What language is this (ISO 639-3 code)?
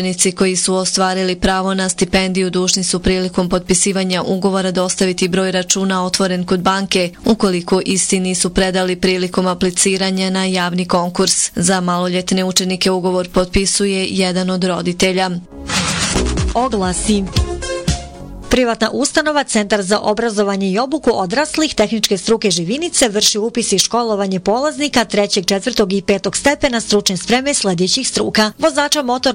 bos